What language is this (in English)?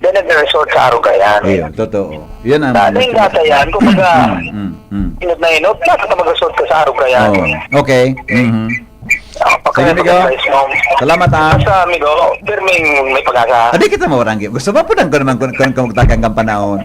Bikol